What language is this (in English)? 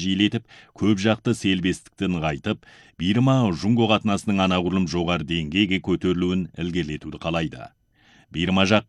Kazakh